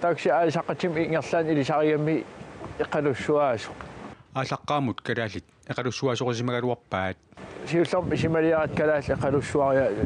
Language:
Kalaallisut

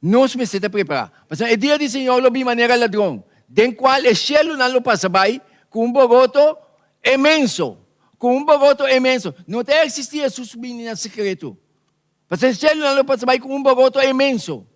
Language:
Papiamento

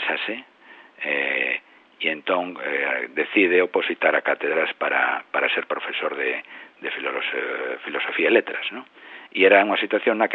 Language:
Galician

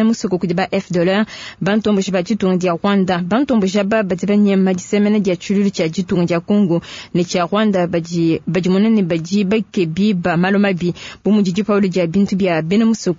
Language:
Luba-Lulua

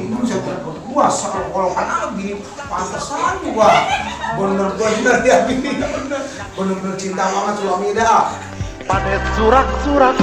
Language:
Betawi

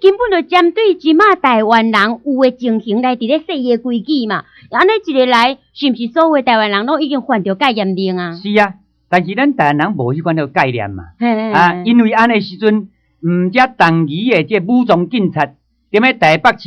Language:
Min Nan Chinese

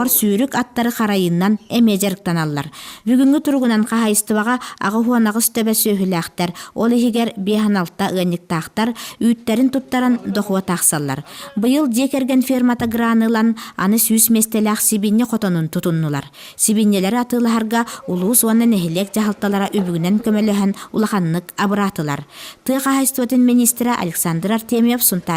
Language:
Yakut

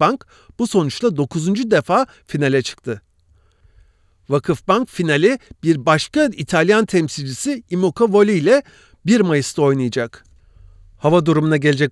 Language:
Turkish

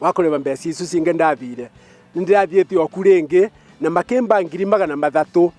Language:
Kikuyu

